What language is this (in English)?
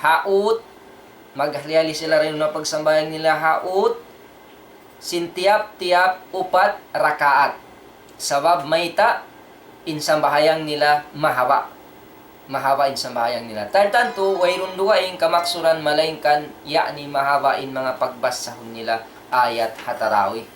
Tausug